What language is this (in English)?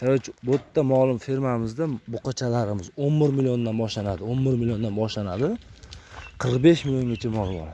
Uzbek